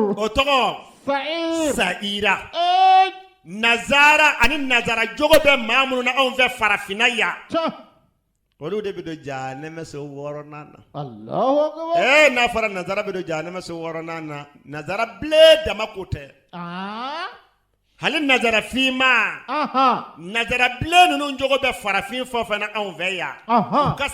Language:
Bambara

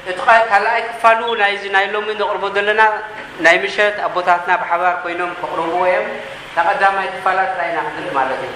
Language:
Tigrinya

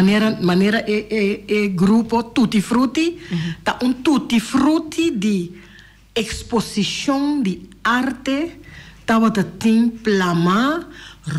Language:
Papiamento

